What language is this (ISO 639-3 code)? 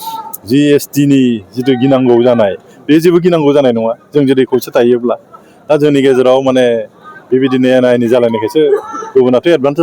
brx